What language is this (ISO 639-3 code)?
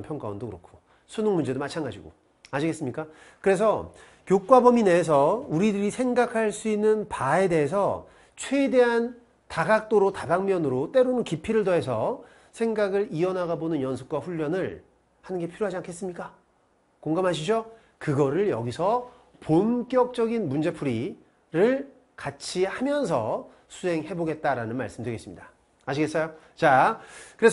kor